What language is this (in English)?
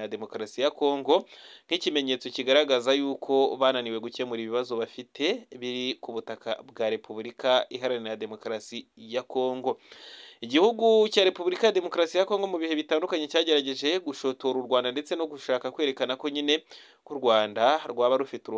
Kinyarwanda